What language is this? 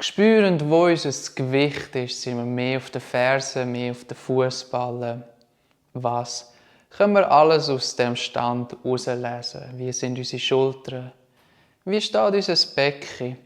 Swiss German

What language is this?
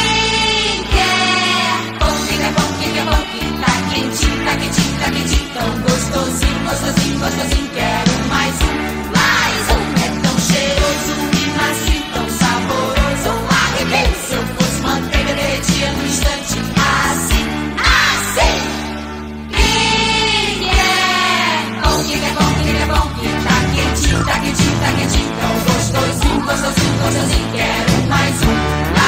Portuguese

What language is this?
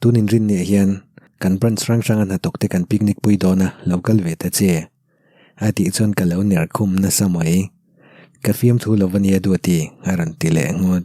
Mizo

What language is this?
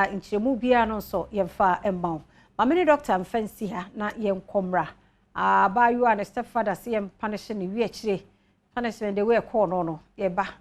Akan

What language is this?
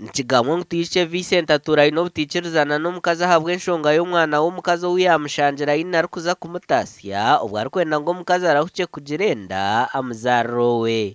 Nyankole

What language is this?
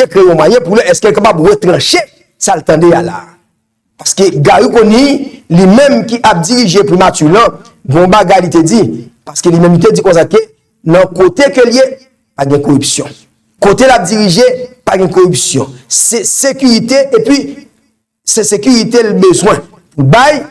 Haitian Creole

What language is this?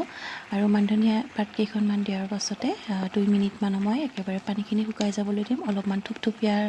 Assamese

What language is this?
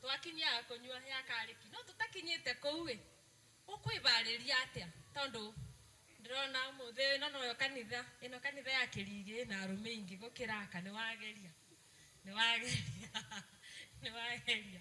Kikuyu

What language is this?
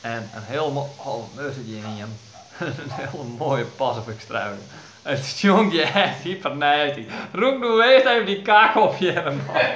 Western Frisian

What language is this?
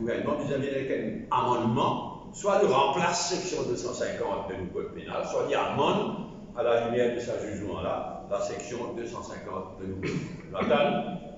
Morisyen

